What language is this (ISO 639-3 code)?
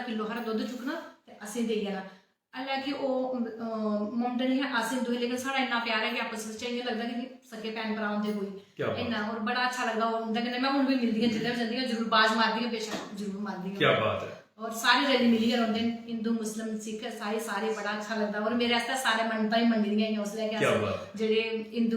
doi